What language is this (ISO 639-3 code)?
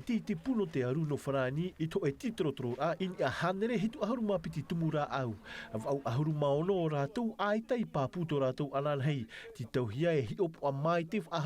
tah